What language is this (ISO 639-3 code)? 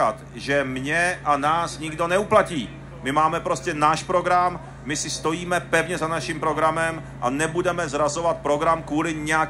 ces